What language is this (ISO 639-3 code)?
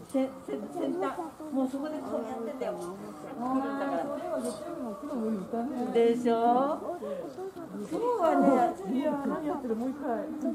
jpn